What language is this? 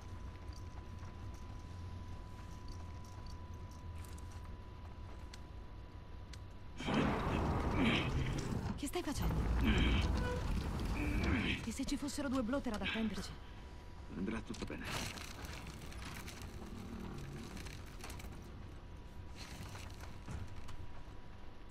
Italian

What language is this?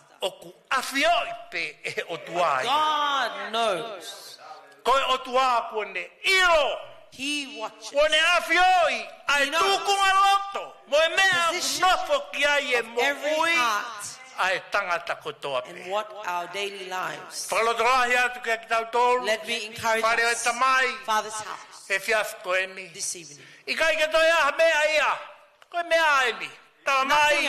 Tongan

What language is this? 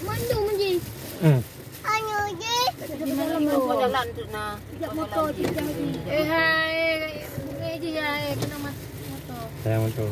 Achinese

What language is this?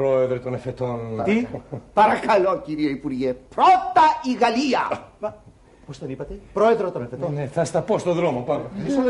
Greek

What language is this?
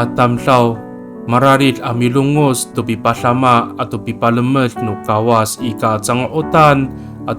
Amis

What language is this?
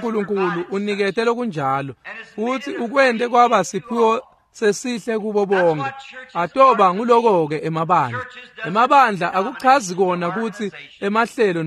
Swati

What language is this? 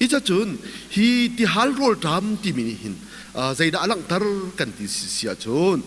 Hakha Chin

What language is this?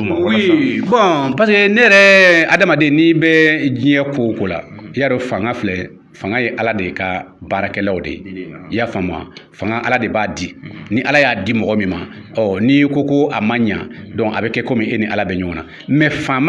Bambara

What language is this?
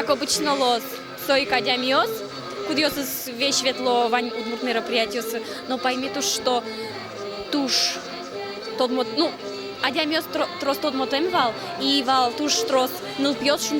Udmurt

